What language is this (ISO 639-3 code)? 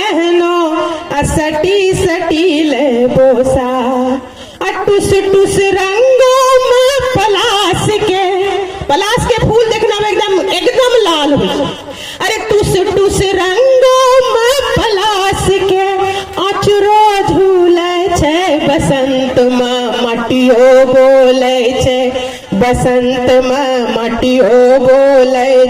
anp